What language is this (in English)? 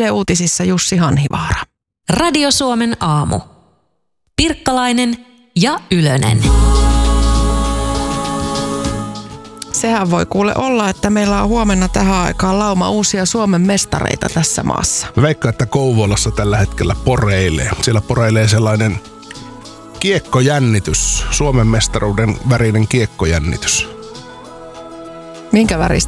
Finnish